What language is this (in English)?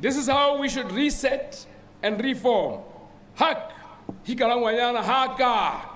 Tswana